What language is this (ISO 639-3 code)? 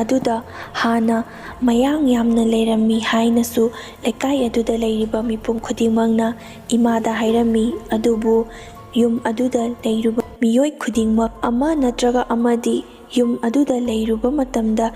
mni